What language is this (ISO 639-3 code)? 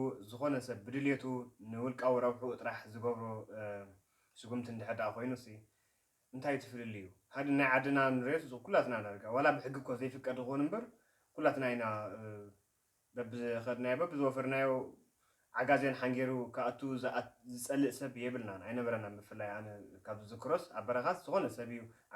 tir